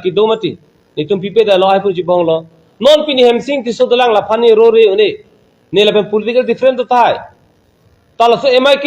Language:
Karbi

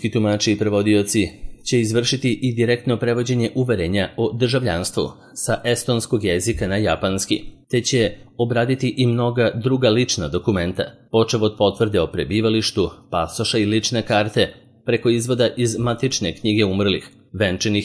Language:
Serbian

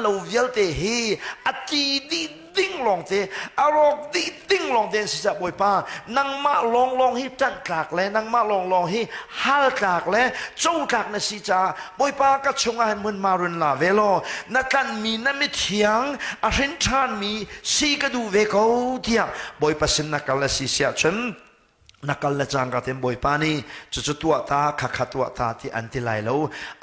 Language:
Hakha Chin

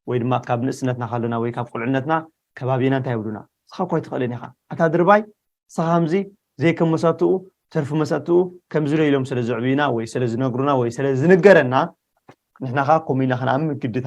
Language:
Tigrinya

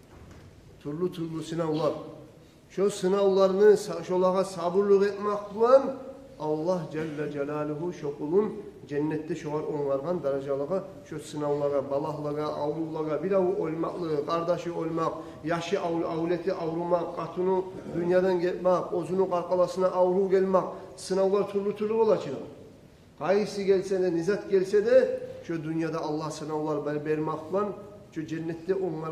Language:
Kumyk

